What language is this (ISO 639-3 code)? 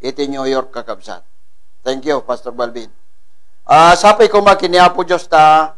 ilo